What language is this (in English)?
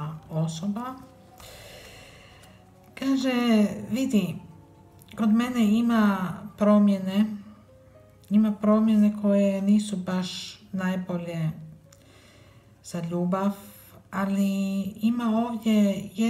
Croatian